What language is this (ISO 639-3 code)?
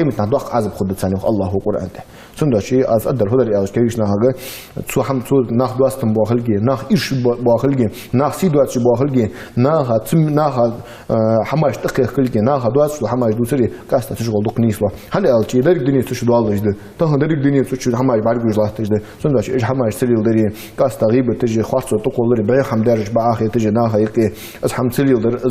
inh